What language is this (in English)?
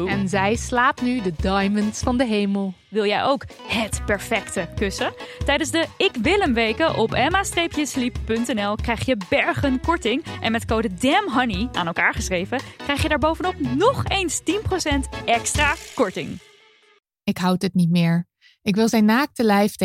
Dutch